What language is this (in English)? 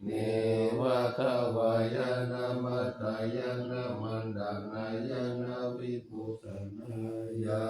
Pali